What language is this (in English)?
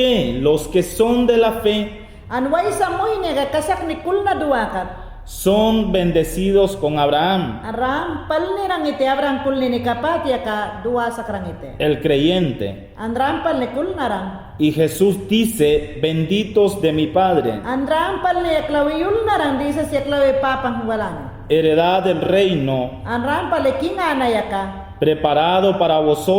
Mayangna